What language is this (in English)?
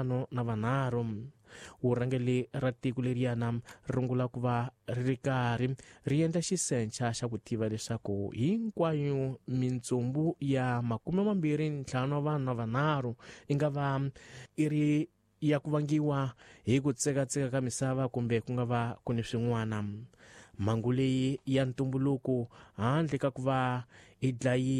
Tsonga